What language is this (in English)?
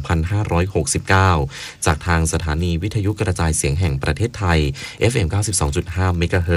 Thai